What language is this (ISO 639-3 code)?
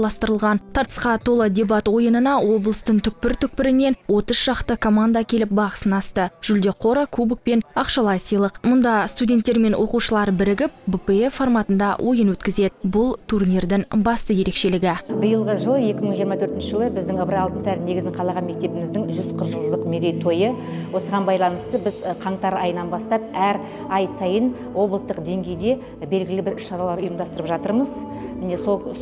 kaz